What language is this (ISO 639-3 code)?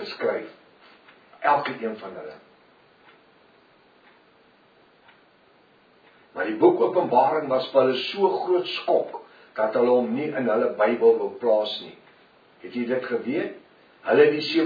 afr